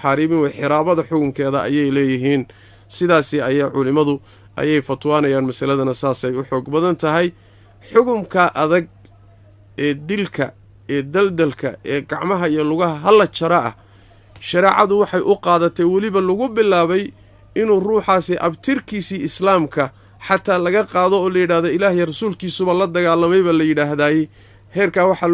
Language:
Somali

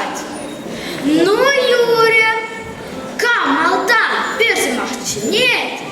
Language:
Chuvash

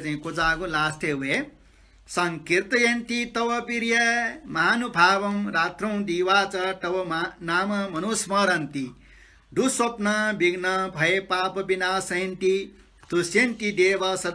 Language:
Newari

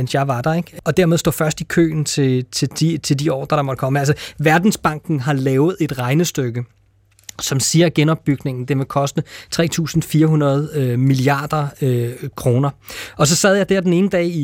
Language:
Danish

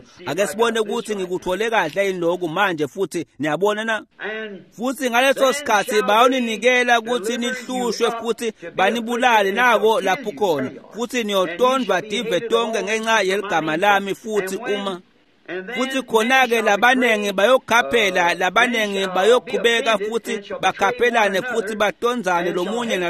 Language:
Swati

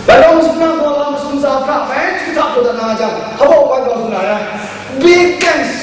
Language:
Kachin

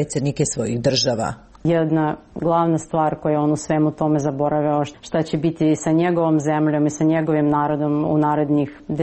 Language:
Serbian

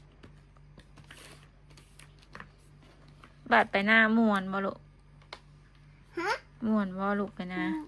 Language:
Northeastern Thai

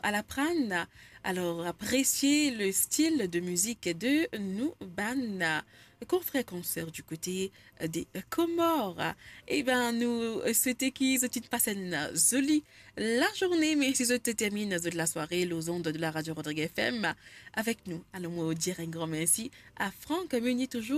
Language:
Morisyen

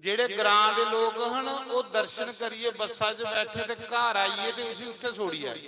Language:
Dogri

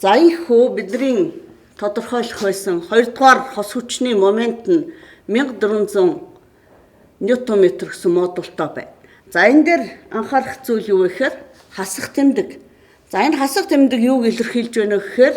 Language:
Mongolian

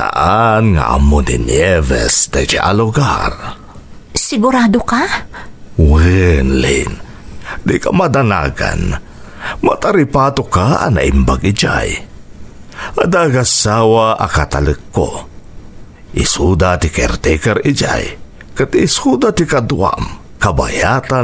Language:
Iloko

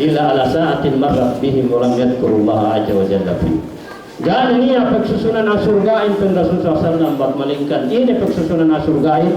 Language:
Yakan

